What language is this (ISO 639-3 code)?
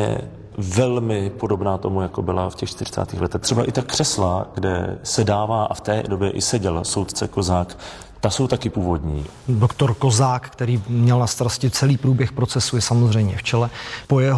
ces